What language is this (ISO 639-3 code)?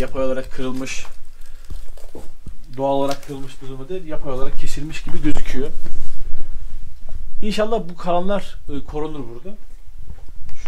tur